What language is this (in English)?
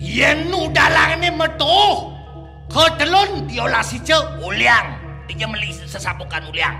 Balinese